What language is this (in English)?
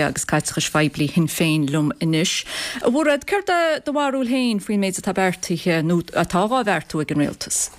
Irish